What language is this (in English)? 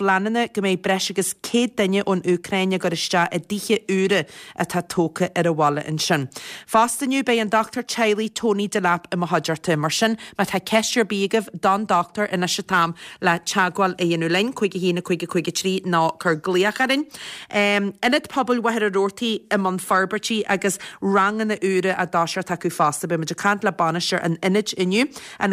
Irish